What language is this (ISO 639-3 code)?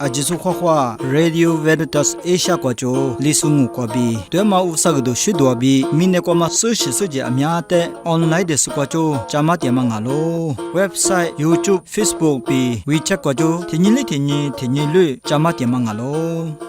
lis